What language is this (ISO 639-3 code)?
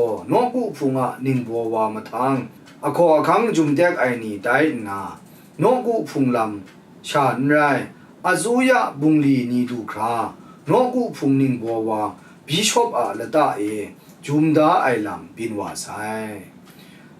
kac